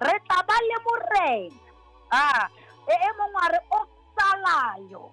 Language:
Southern Sotho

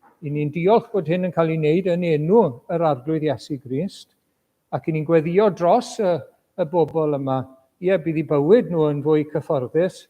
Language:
Welsh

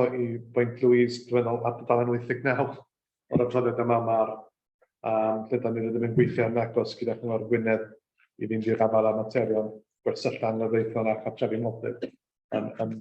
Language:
Welsh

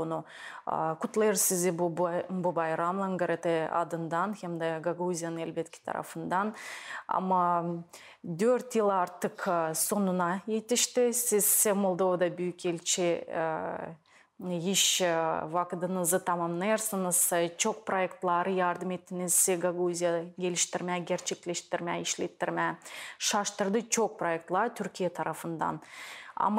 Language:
Gagauz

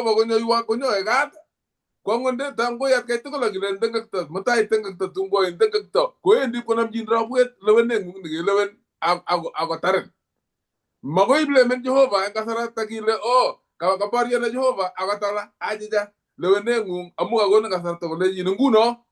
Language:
Kalenjin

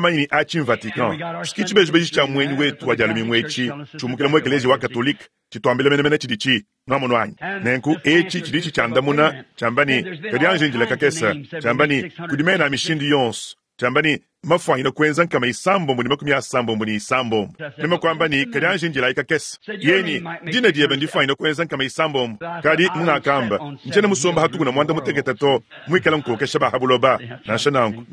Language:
Luba-Lulua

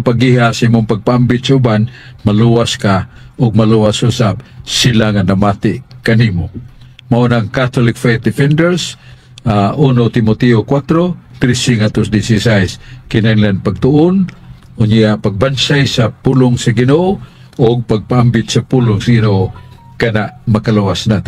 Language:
Cebuano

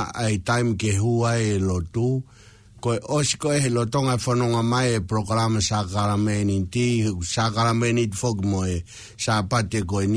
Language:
Tongan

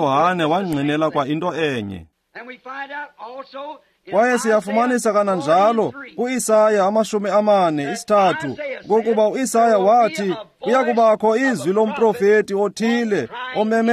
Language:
Xhosa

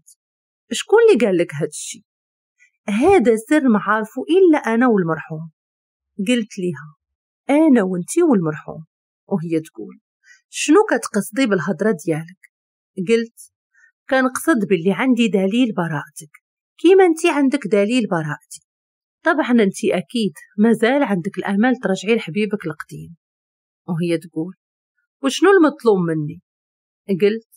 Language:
Moroccan Arabic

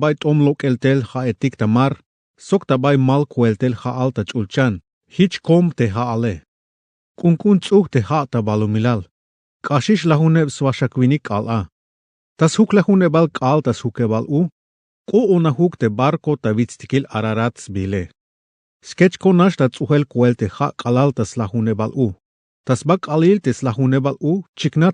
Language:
Tzeltal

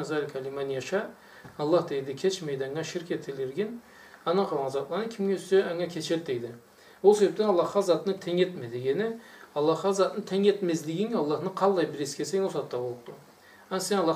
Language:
Karachay-Balkar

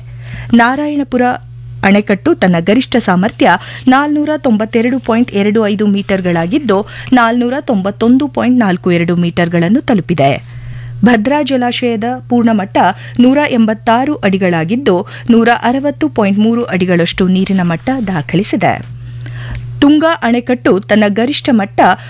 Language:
Kannada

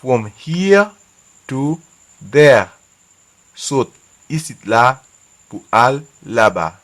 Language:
Haitian Creole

